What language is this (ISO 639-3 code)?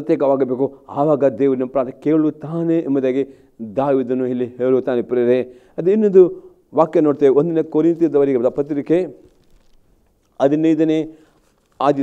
kan